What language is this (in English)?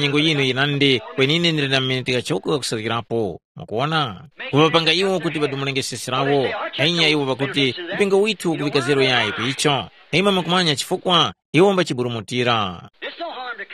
Tumbuka